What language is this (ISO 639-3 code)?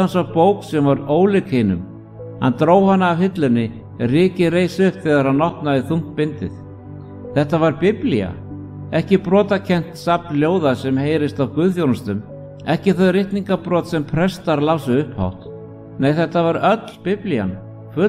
isl